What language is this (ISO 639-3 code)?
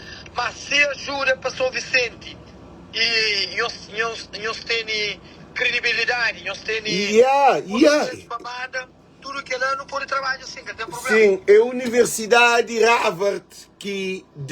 kea